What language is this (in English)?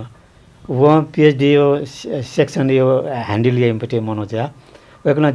Newari